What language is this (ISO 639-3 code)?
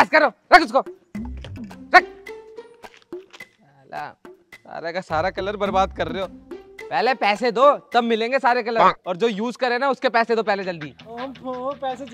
hin